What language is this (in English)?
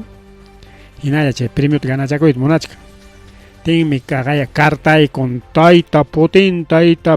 Ayacucho Quechua